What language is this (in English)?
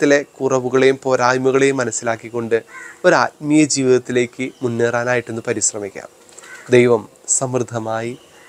Malayalam